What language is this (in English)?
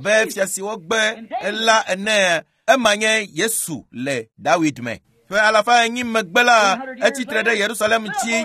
Ewe